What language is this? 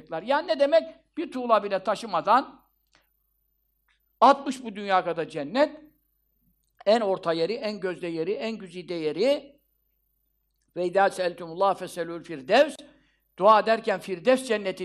Turkish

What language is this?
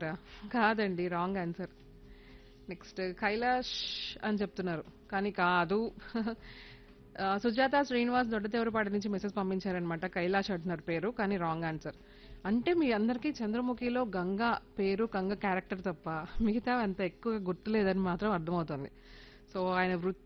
Telugu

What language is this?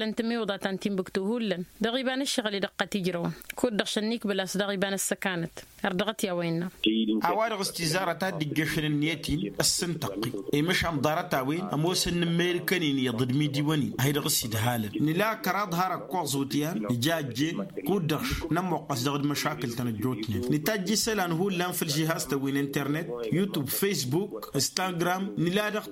Tamasheq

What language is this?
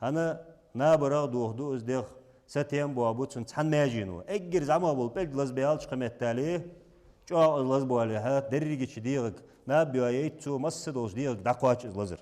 Ingush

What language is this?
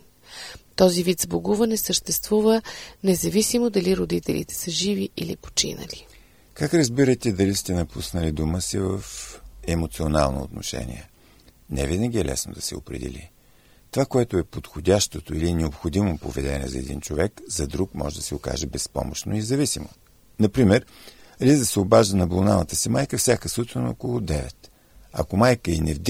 Bulgarian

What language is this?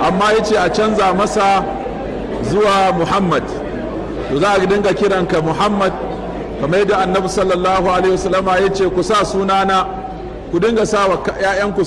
Hausa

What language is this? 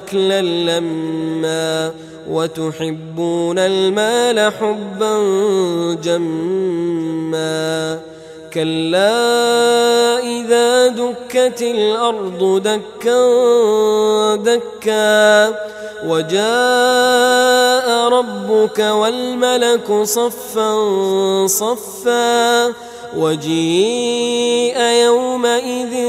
Arabic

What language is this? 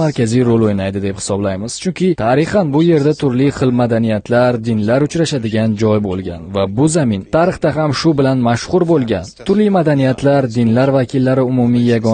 Uzbek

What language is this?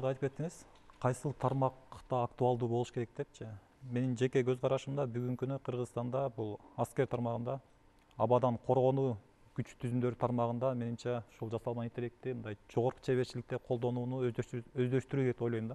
Kyrgyz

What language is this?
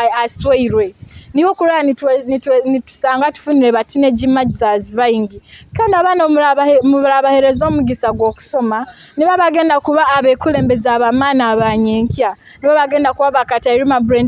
Nyoro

